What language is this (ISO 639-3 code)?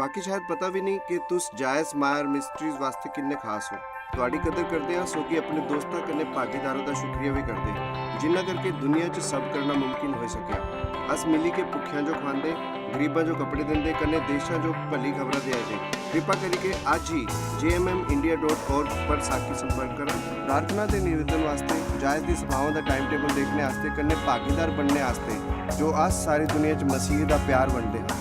doi